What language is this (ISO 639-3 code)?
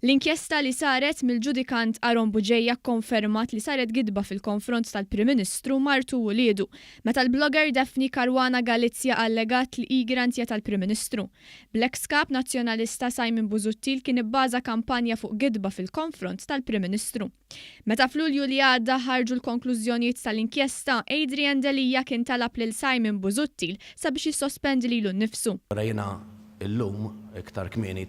mlt